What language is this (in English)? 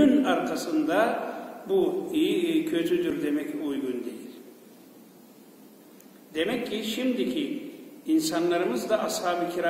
Turkish